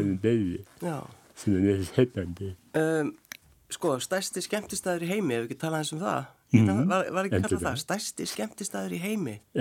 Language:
Icelandic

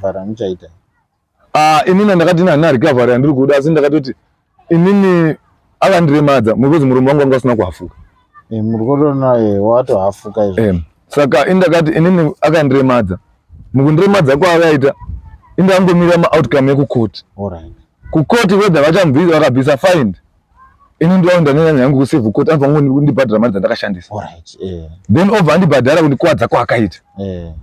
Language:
Shona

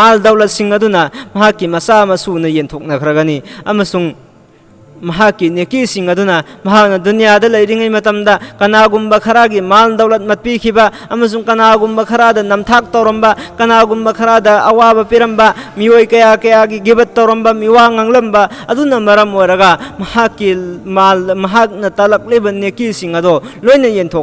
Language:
Manipuri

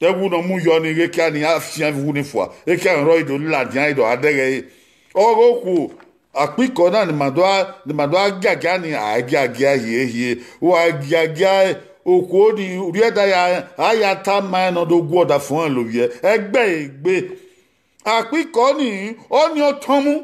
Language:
Bini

